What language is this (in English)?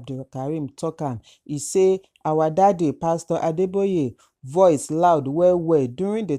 Nigerian Pidgin